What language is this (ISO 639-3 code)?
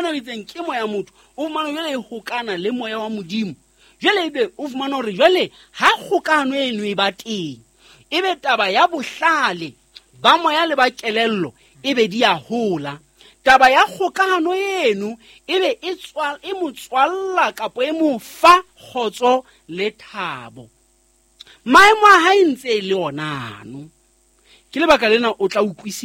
sot